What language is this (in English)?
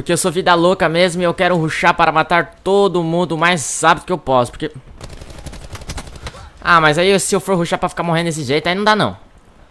Portuguese